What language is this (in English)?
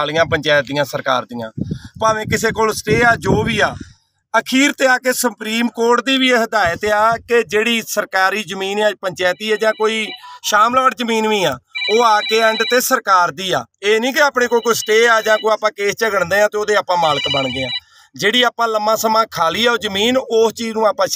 Punjabi